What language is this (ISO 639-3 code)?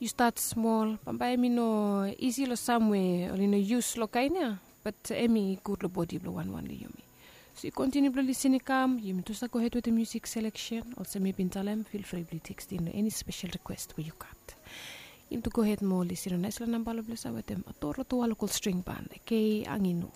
bis